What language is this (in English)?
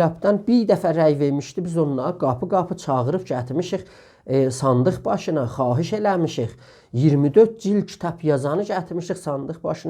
South Azerbaijani